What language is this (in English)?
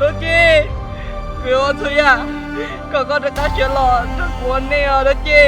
Hmong